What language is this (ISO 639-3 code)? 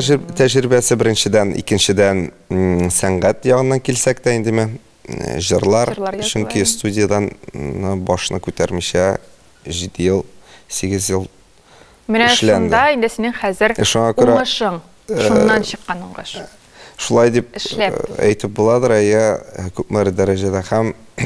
tat